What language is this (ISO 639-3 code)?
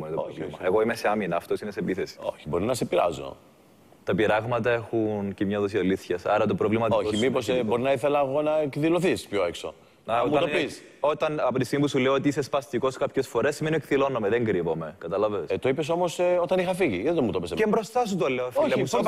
ell